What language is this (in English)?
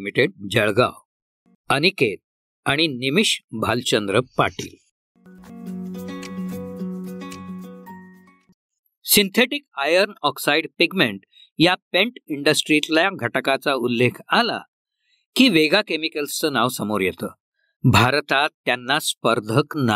Marathi